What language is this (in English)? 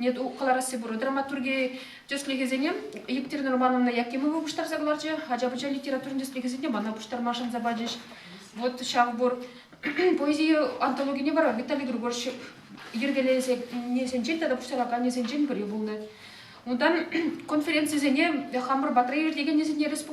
Chuvash